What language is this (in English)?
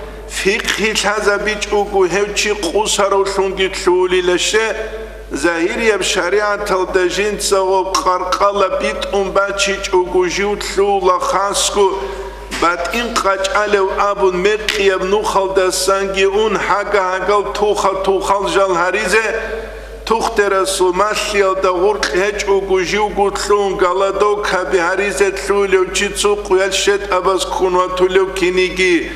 Avaric